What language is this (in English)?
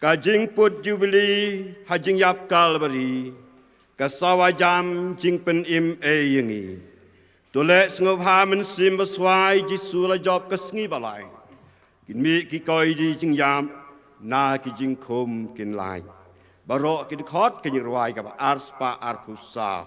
Khasi